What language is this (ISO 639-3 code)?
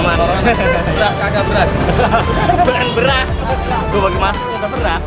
bew